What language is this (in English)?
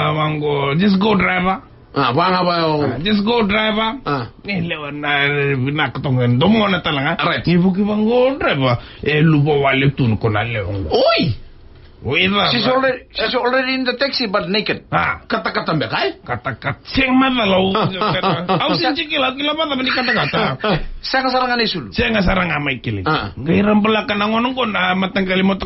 Fijian